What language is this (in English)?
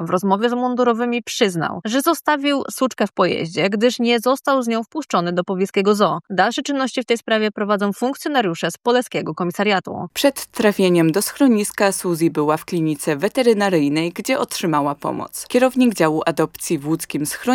Polish